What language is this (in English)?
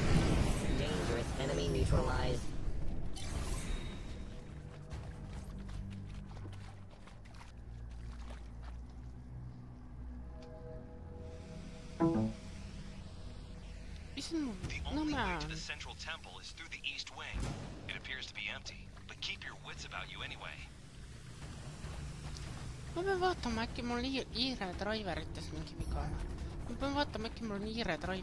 Estonian